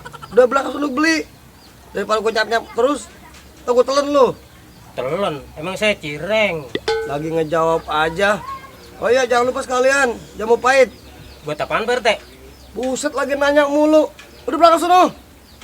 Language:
Betawi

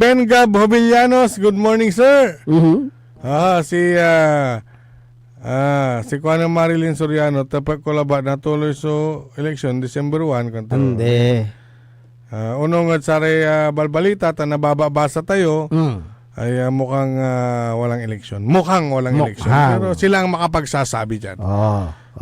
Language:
Pangasinan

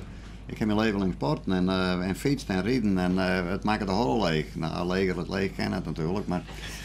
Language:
Western Frisian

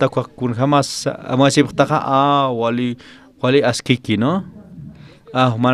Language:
Aymara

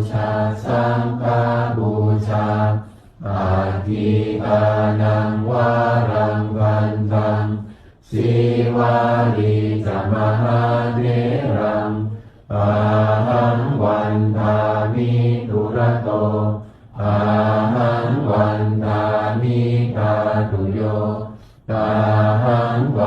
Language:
Pali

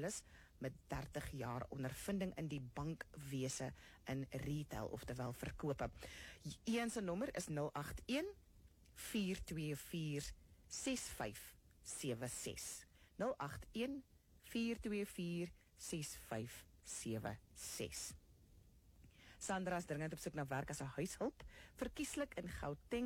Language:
Afrikaans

